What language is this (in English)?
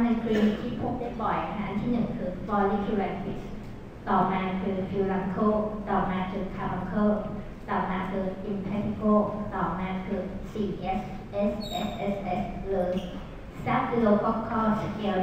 Thai